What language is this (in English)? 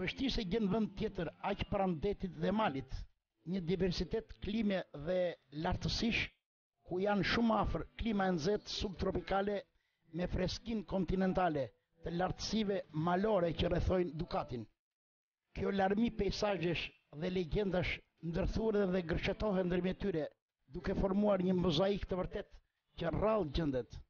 Albanian